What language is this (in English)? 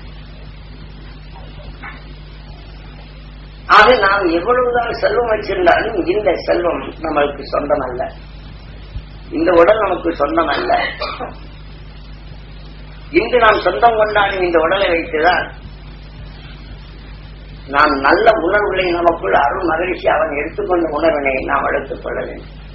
Tamil